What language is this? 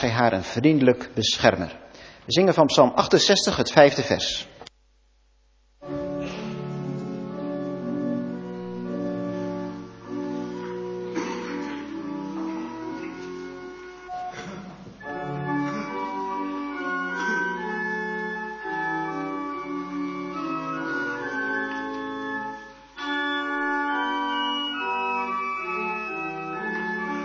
Dutch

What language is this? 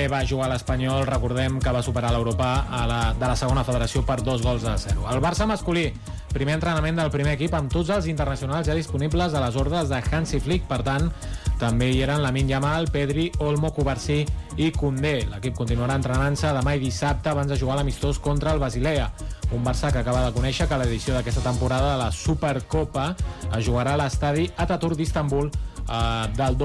Catalan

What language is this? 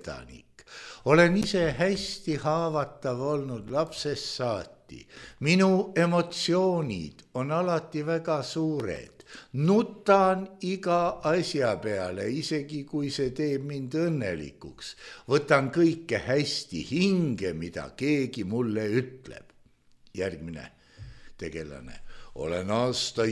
Estonian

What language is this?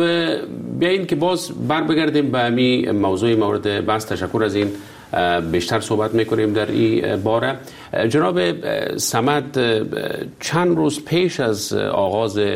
Persian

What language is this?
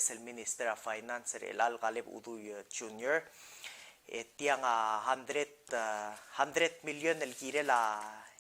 Palauan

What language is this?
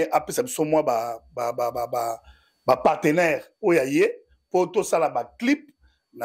Lingala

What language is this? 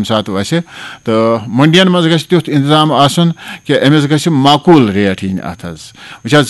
Kashmiri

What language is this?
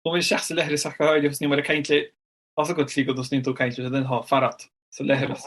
Irish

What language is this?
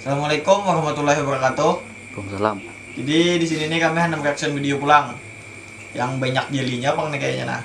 Banjar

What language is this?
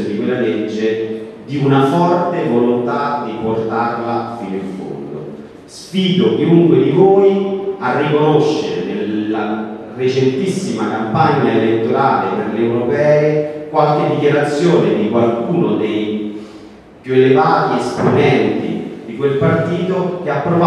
Italian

